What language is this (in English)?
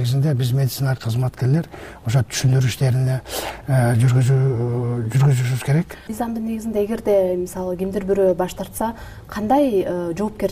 Kyrgyz